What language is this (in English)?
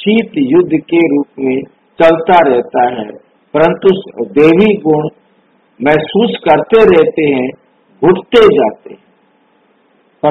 Hindi